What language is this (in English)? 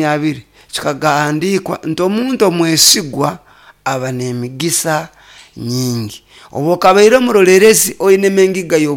Nyoro